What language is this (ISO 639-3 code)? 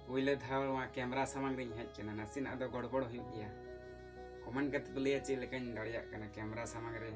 sat